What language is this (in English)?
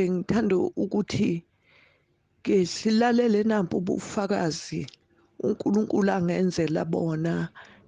Zulu